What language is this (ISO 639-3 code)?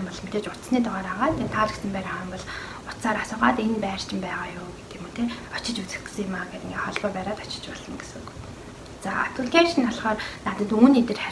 mon